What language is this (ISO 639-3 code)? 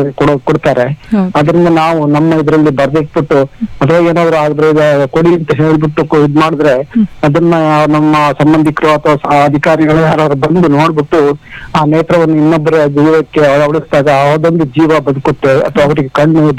kan